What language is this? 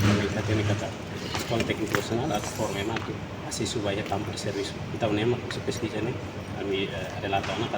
Tetum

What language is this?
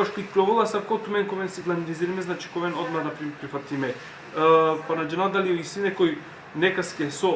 Balkan Romani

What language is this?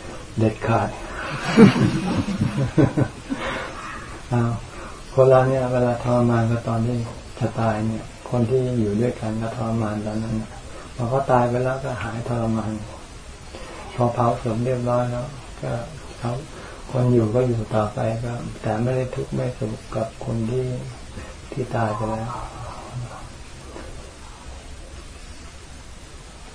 Thai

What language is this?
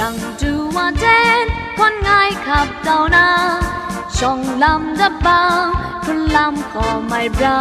Kachin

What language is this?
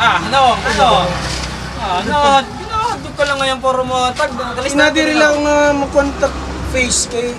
Waray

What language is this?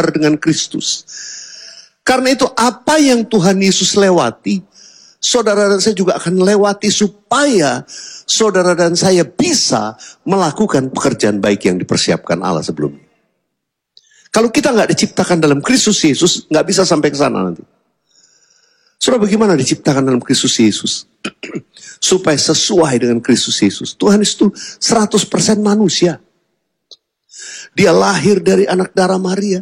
Indonesian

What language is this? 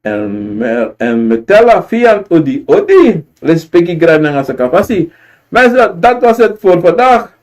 Sranan Tongo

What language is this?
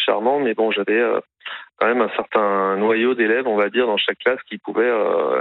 French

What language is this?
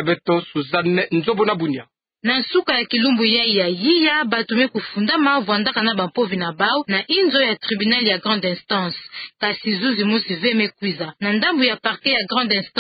Kituba (Democratic Republic of Congo)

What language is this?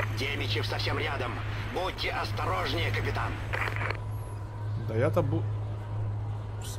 Russian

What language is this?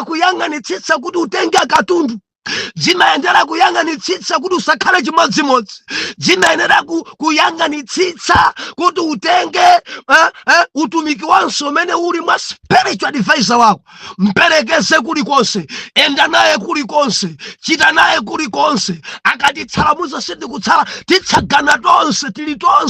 Nyanja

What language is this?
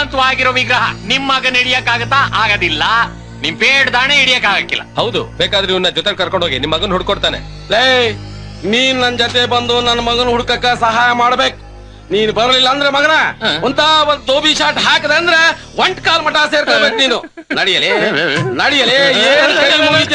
Kannada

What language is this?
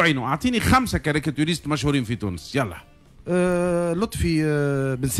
Tunisian Arabic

